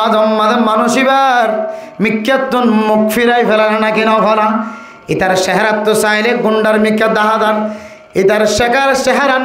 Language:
Rohingya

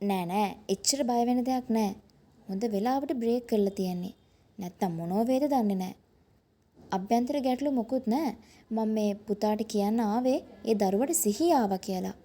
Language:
Sinhala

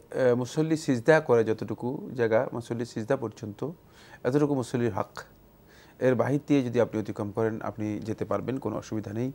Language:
Bangla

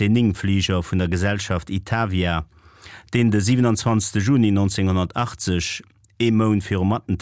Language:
Luxembourgish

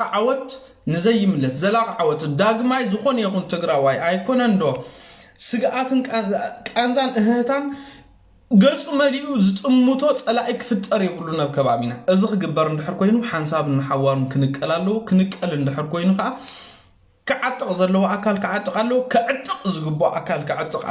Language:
Tigrinya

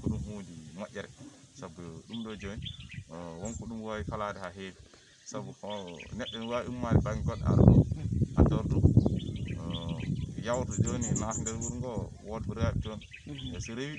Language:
Fula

